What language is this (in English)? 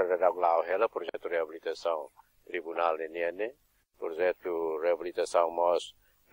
Tetum